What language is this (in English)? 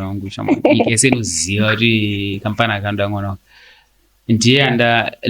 Shona